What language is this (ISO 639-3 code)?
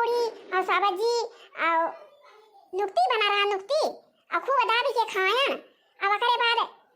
awa